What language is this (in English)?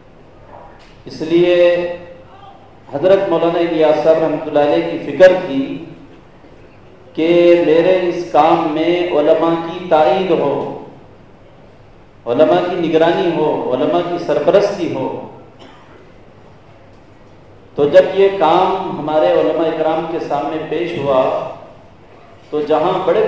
Urdu